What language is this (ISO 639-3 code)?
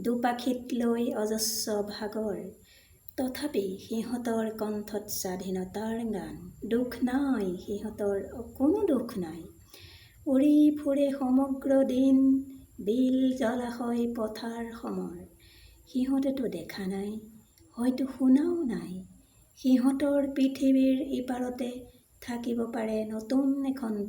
asm